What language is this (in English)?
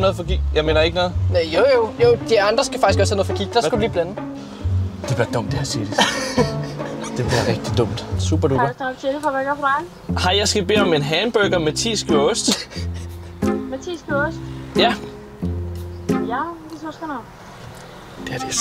Danish